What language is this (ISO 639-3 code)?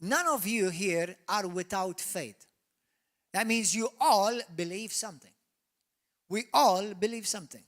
eng